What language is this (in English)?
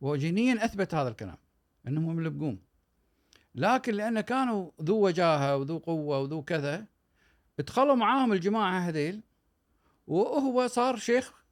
Gulf Arabic